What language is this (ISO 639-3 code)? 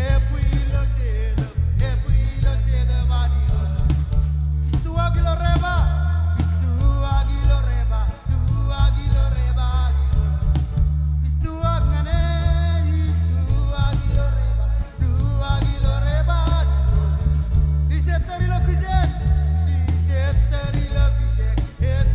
mah